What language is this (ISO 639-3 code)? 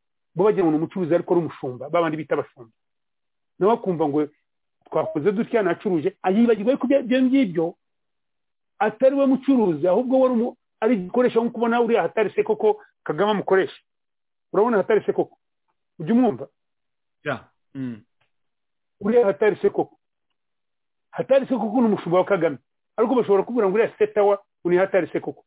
kin